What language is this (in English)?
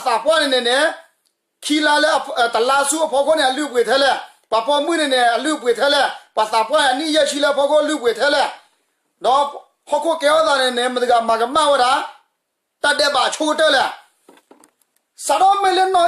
S'gaw Karen